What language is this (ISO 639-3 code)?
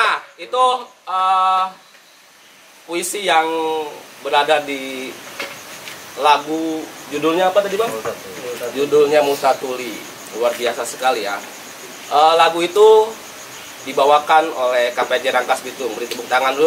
ind